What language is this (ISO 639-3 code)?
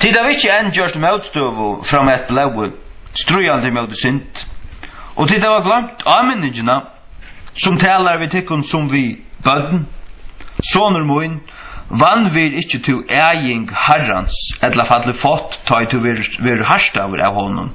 fao